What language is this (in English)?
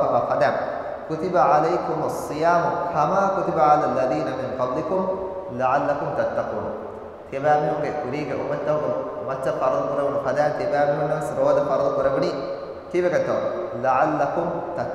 Divehi